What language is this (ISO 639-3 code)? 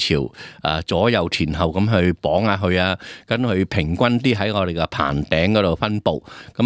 yue